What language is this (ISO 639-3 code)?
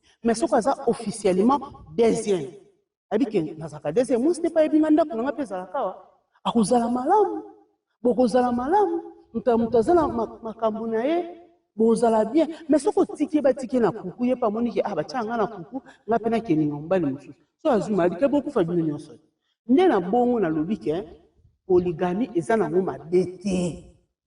lin